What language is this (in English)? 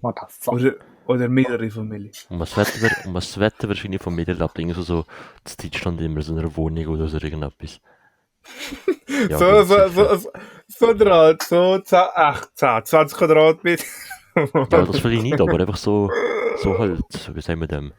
Swiss German